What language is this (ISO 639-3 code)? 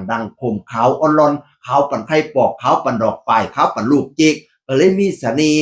tts